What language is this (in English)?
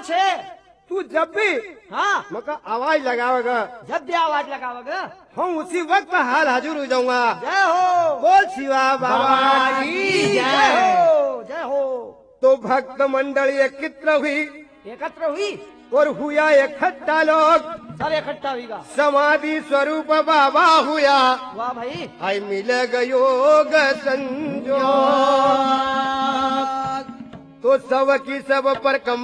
Hindi